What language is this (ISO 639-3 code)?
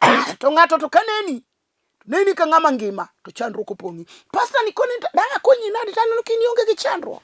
luo